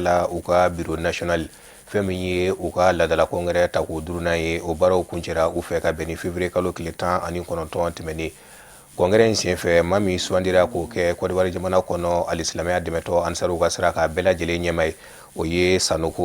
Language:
Bambara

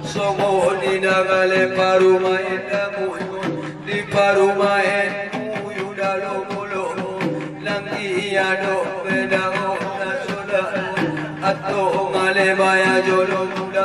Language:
Batak Angkola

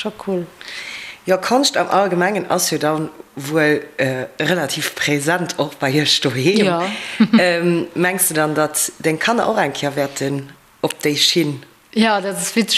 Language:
Luxembourgish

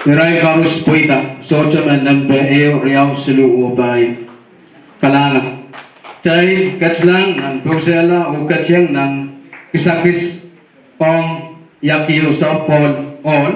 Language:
Pohnpeian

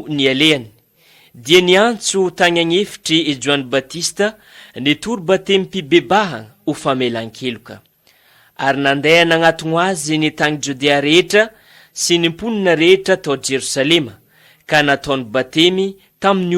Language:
Malagasy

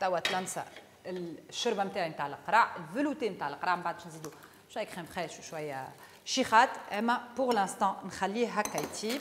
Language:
Tunisian Arabic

